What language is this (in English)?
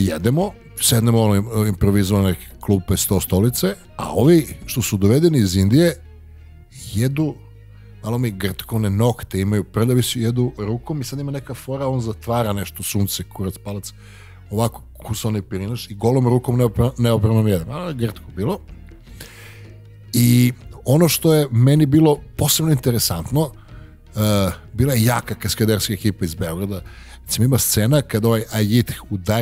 Serbian